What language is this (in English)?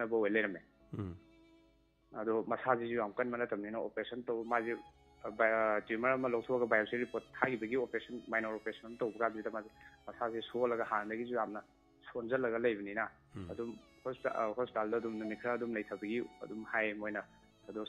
Manipuri